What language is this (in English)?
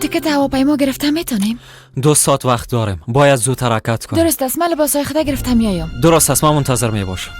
Persian